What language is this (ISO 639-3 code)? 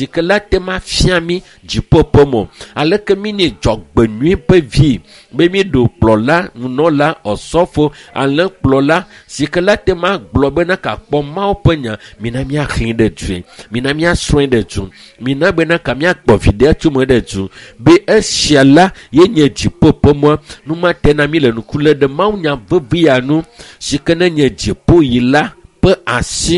ewe